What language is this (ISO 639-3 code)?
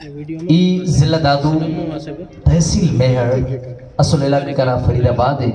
brh